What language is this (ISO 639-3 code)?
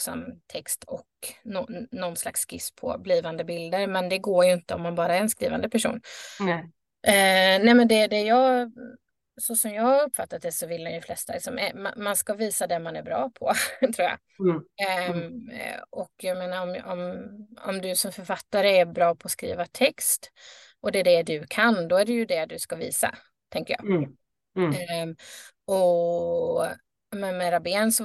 swe